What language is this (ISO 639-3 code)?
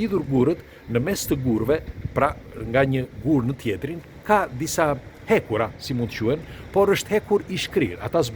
sqi